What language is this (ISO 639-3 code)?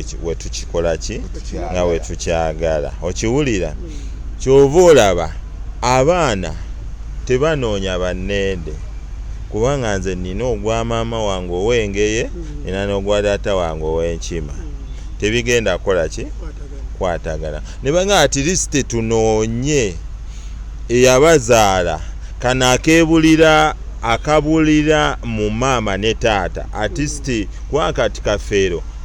lug